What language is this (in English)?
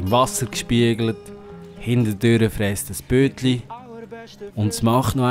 Swiss German